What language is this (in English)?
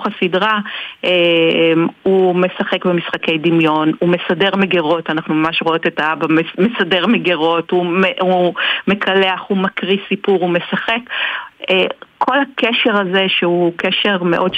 Hebrew